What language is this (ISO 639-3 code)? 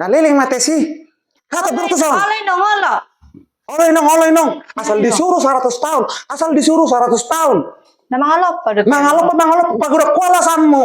bbc